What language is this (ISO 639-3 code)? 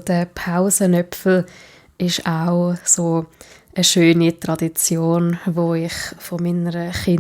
gsw